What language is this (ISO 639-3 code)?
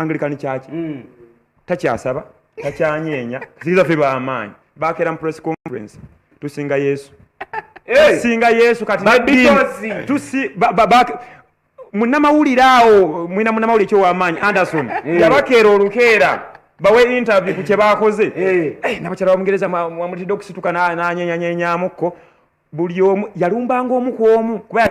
lug